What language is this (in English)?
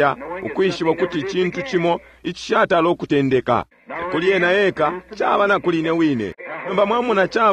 Bemba